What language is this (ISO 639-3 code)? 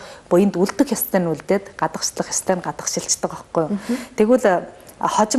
mon